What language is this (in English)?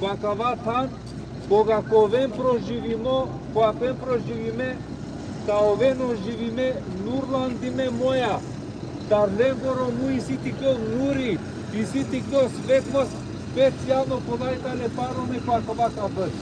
Balkan Romani